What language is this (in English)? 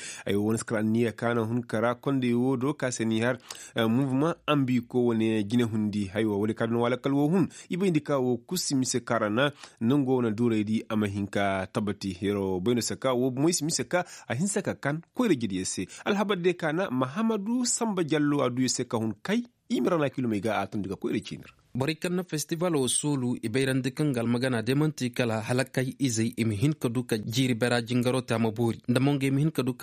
Koyraboro Senni